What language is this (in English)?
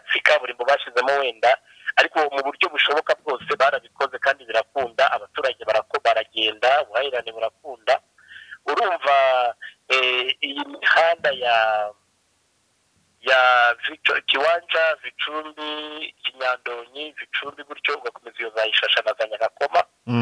Kinyarwanda